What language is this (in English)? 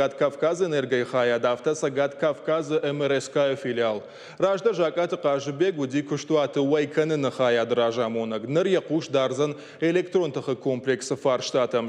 Ossetic